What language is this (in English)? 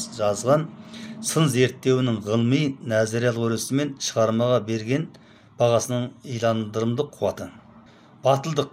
Kazakh